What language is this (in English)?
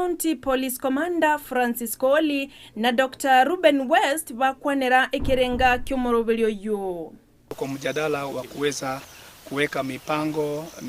Gusii